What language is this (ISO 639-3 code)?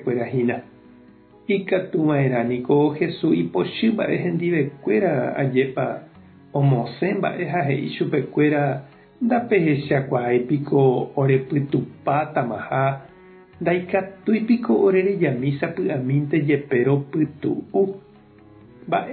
grn